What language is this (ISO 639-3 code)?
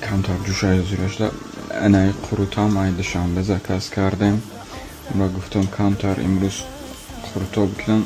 tgk